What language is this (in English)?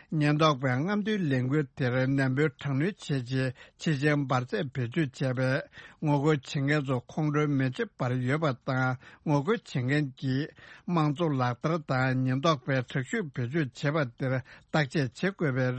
Tibetan